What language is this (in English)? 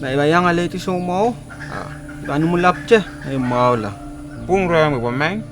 Pohnpeian